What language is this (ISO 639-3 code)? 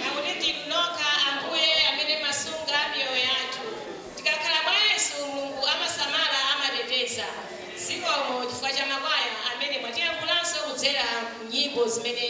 nya